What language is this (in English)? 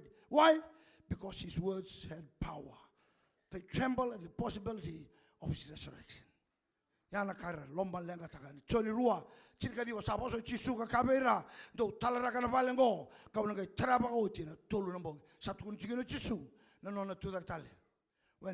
Fijian